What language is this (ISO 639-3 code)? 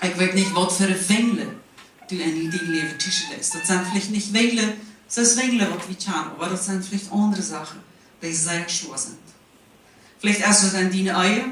pdt